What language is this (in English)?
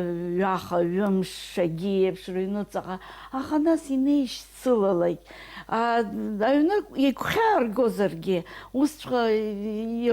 Abkhazian